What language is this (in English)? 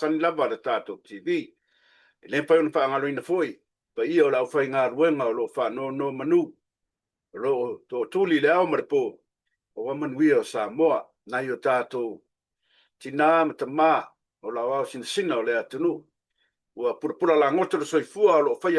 Samoan